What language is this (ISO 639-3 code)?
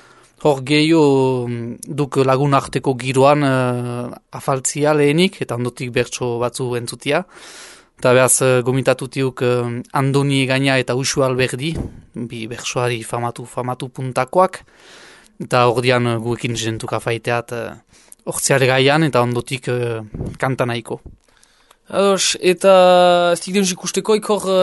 eus